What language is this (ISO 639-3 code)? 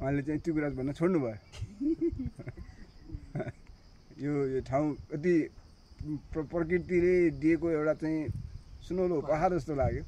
nep